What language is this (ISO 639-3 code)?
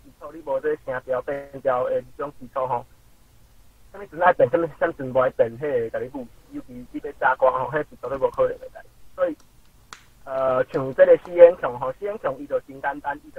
nan